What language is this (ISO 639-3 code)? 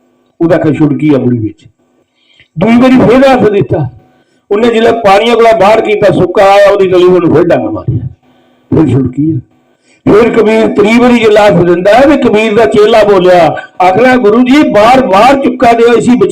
doi